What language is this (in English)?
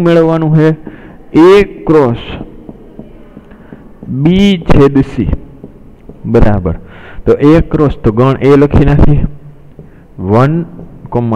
Gujarati